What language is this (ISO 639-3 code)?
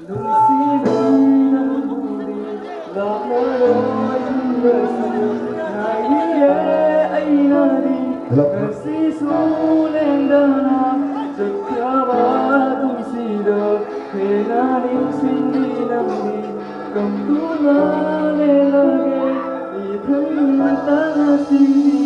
mni